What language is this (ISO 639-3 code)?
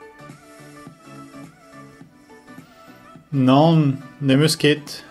bre